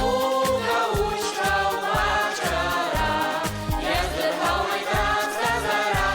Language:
Abkhazian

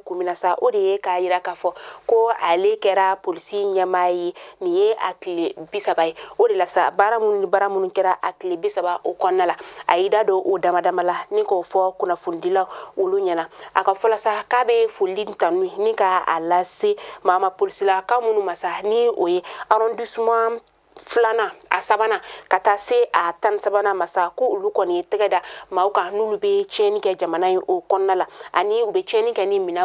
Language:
Bambara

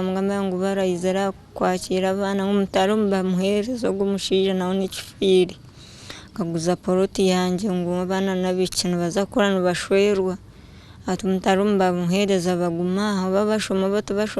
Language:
Nyankole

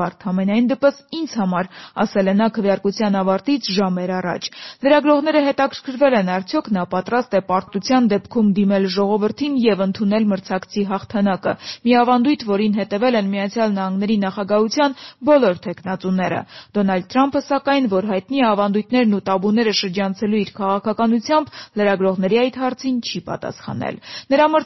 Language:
Armenian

